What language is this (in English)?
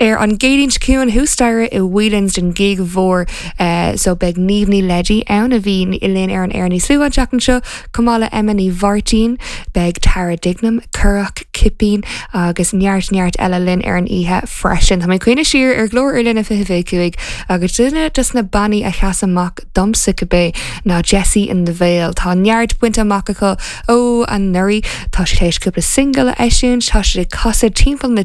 Irish